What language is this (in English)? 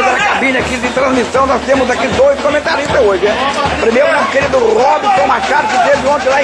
Portuguese